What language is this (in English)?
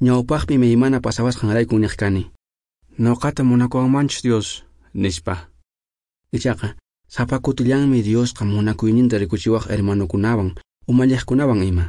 Quechua